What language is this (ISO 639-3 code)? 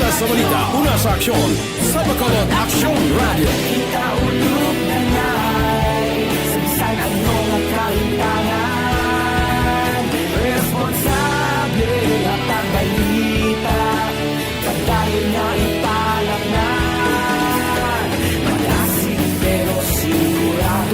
hil